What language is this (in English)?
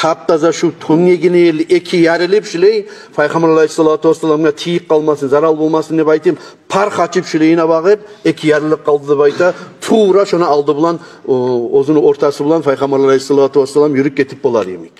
Kumyk